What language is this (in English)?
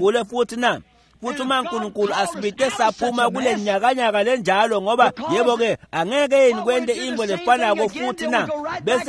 Swati